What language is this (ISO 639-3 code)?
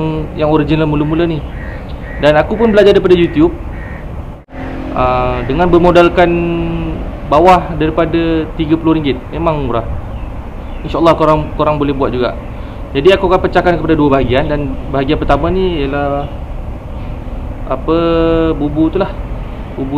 msa